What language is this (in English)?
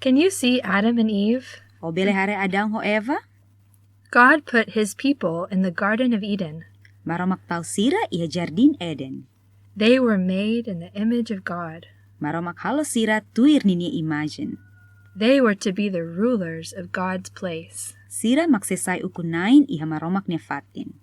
Tetum